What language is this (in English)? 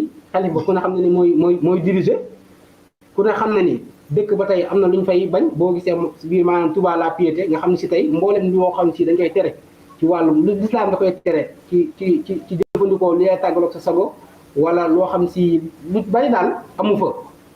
Wolof